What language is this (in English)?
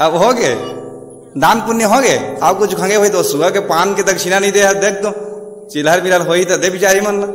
Chhattisgarhi